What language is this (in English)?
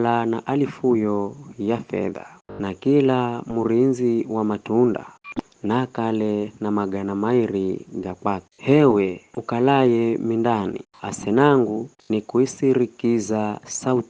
Giryama